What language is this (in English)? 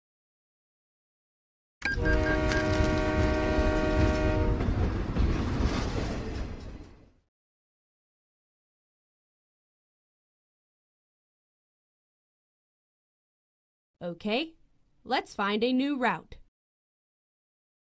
English